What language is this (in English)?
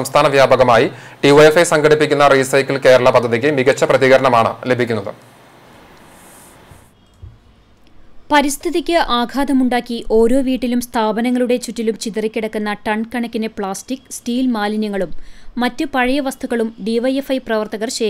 Malayalam